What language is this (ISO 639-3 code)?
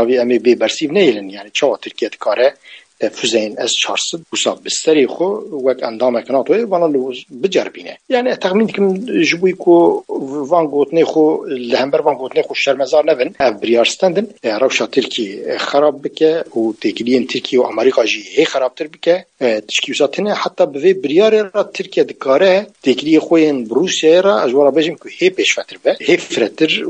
kur